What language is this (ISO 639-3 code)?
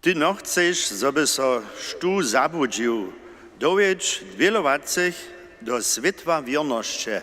hsb